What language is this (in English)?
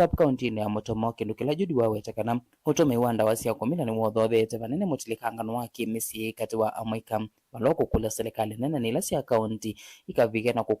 Kamba